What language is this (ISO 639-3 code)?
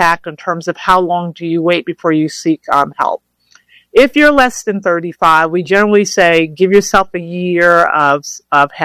eng